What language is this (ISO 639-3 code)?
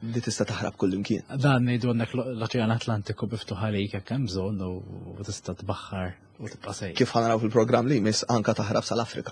mlt